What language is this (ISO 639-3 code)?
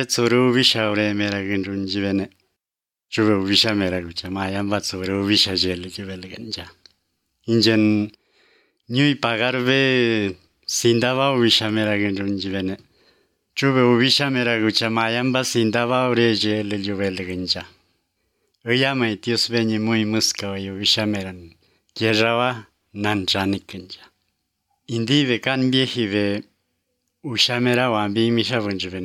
eus